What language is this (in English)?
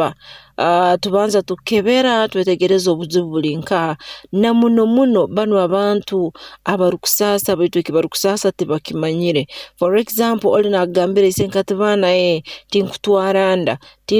Nyoro